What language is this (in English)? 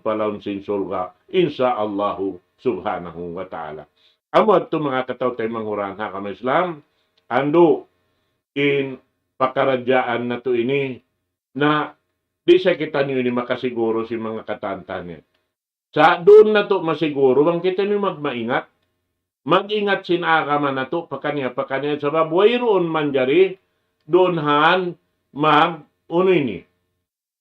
Tausug